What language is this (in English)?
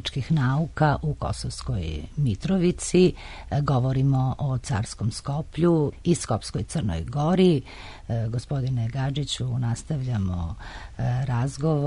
Serbian